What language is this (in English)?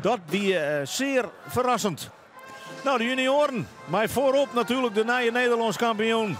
Western Frisian